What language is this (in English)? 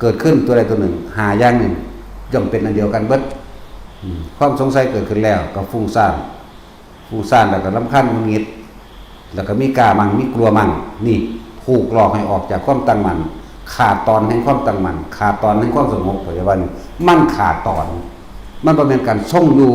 Northeastern Thai